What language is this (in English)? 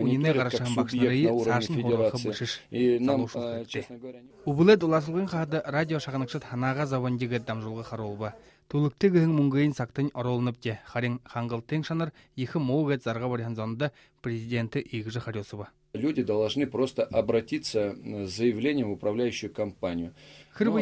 Buriat